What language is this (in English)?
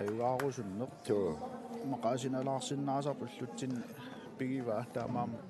Kalaallisut